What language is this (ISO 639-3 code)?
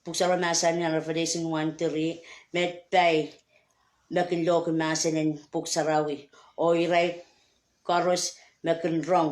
pon